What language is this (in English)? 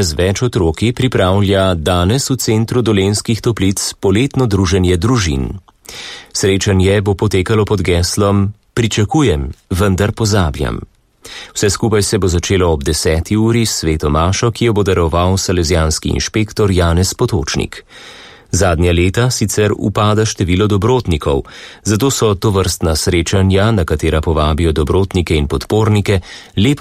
Slovenian